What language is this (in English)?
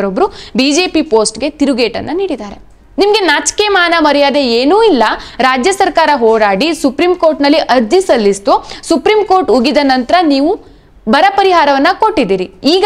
Kannada